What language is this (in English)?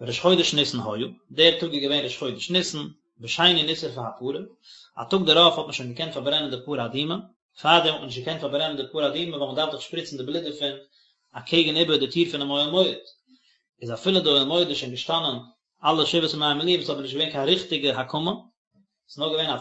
Yiddish